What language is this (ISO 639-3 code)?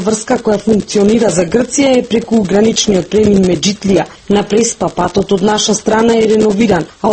mkd